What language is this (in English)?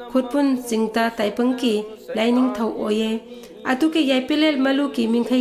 Manipuri